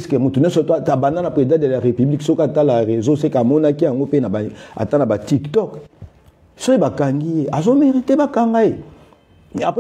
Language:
Lingala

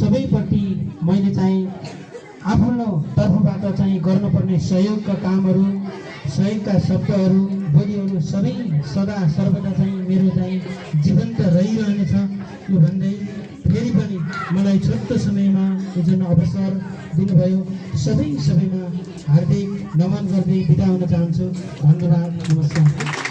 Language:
Nepali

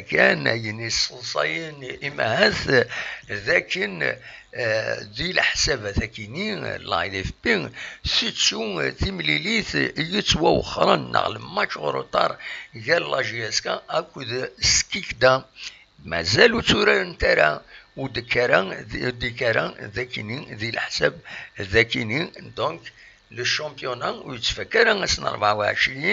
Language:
Kabyle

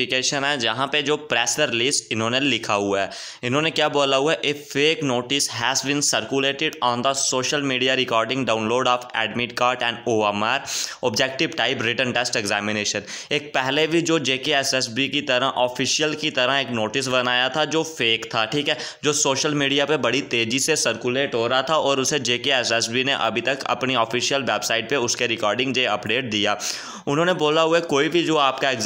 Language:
Hindi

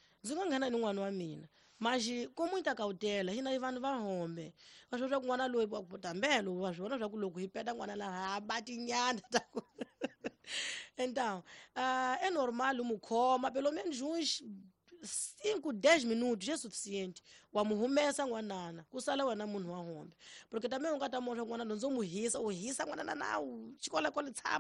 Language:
Tsonga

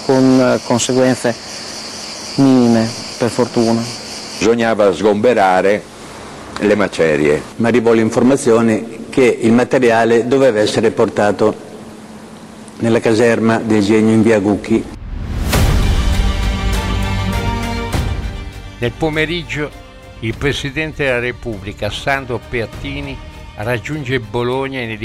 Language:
Italian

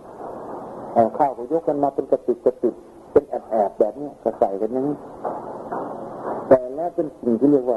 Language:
Thai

